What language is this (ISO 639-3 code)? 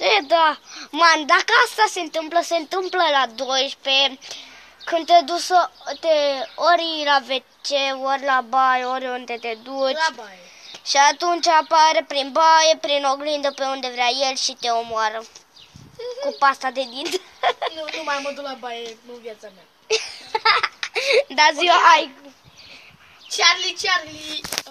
ron